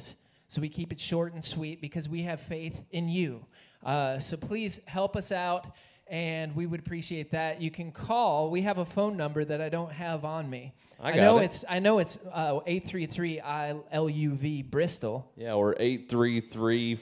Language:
English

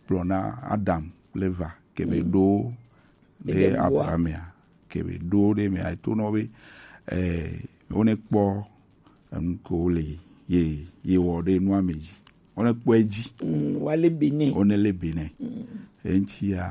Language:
Gen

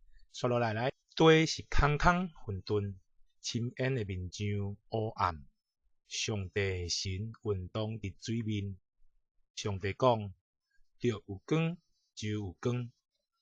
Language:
Min Nan Chinese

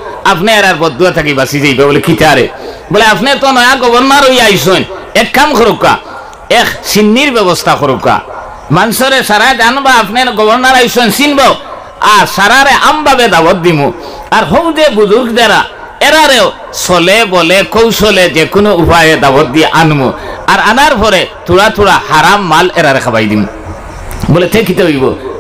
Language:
Sylheti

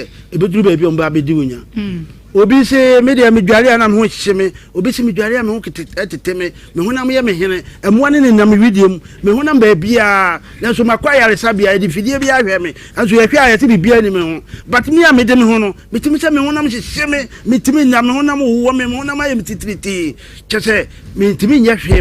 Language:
Akan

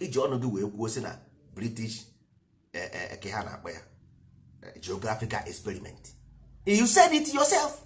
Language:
Igbo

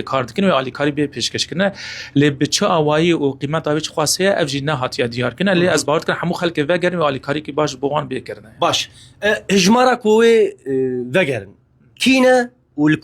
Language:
Kurdish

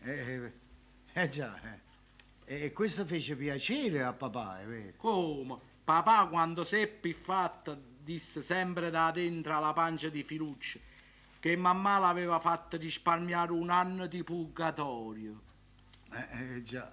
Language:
Neapolitan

